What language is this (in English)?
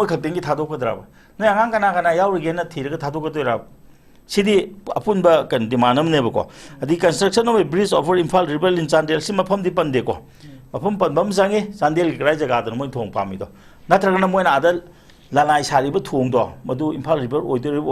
Manipuri